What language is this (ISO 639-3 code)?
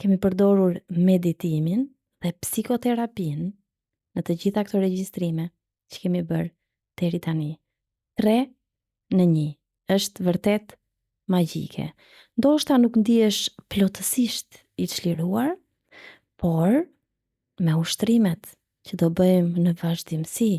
sqi